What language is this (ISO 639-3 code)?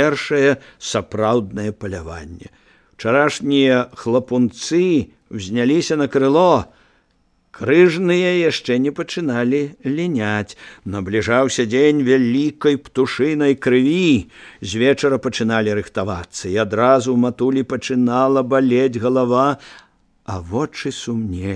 bel